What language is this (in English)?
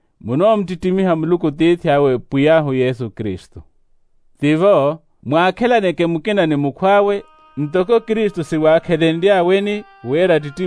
Makhuwa